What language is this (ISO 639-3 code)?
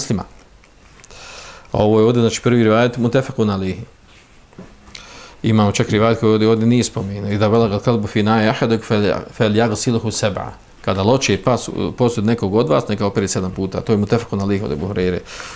bos